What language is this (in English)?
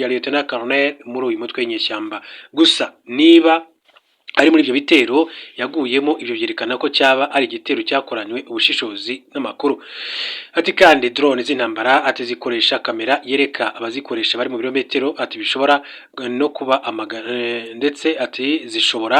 Kinyarwanda